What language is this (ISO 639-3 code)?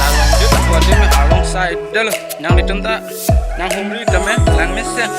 mjw